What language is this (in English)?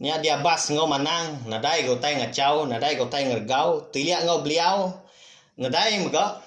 Iban